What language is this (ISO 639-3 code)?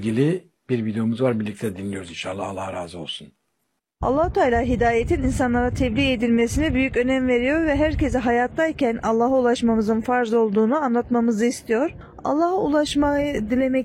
tur